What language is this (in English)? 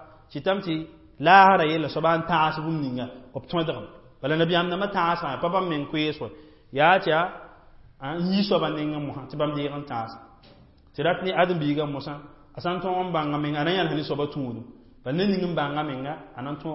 Mossi